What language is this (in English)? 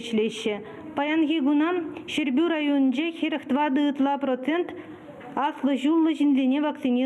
Chuvash